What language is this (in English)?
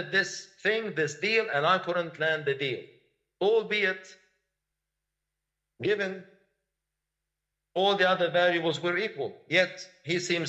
English